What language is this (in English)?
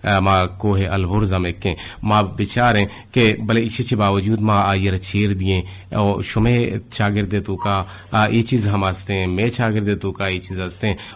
Eastern Balochi